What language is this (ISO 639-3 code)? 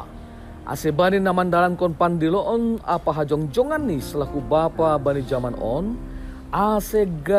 bts